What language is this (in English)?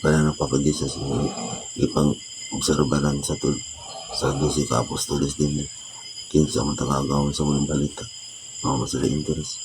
Cebuano